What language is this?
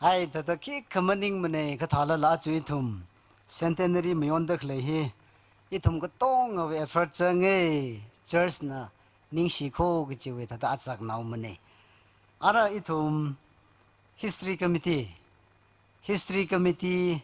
Tangkhul Naga (India)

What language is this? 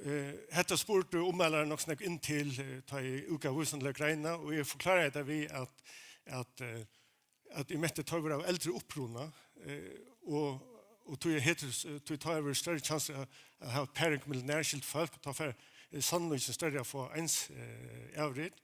Faroese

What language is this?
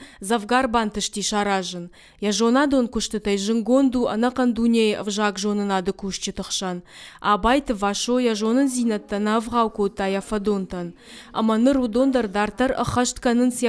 Ossetic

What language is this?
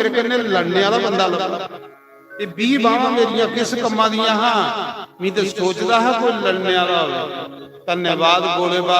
Dogri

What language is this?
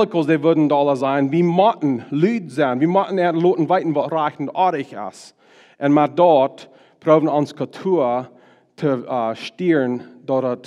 Plautdietsch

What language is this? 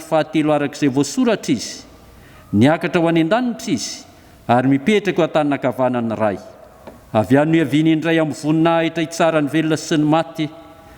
Malagasy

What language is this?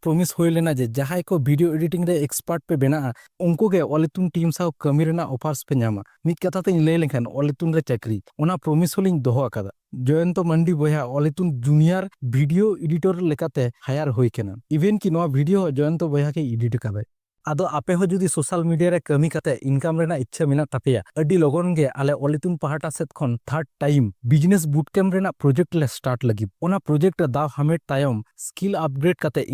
Santali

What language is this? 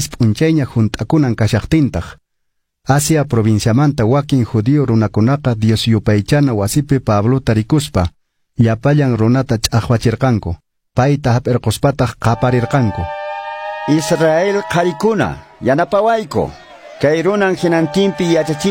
Quechua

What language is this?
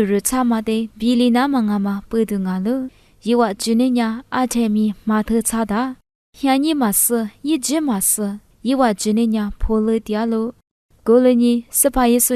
Lisu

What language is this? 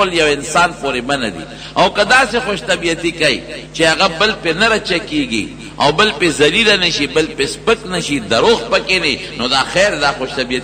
Pashto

